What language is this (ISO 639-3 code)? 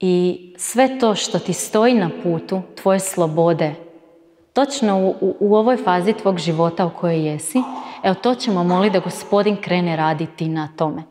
hrv